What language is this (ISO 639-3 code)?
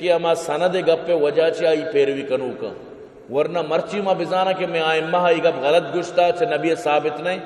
bal